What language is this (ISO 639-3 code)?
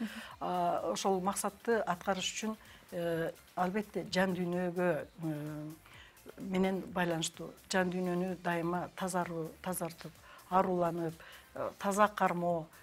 kir